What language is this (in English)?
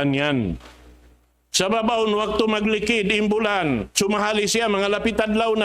Tausug